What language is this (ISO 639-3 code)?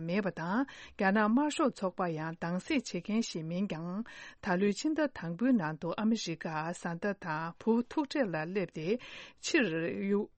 bod